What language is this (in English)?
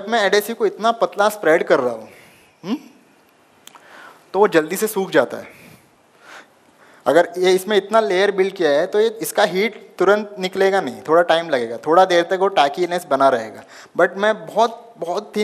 Hindi